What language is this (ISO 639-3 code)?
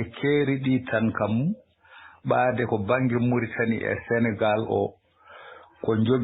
ful